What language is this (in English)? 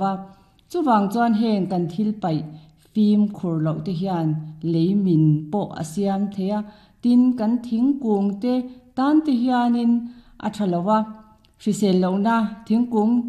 Mizo